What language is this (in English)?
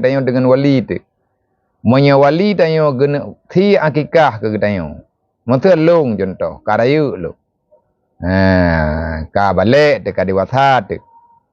Achinese